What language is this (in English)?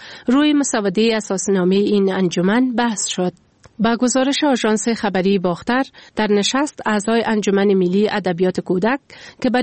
Persian